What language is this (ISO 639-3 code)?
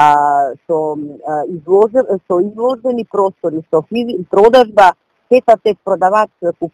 mkd